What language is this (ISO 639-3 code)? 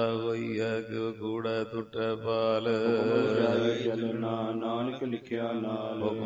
pan